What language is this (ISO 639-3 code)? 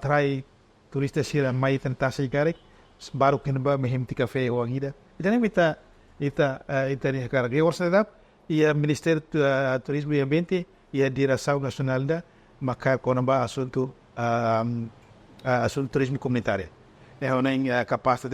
tet